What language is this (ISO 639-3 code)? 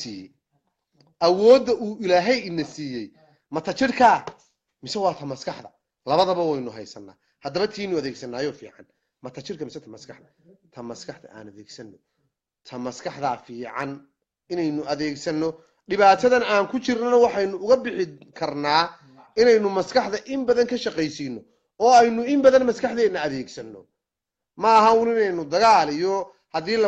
som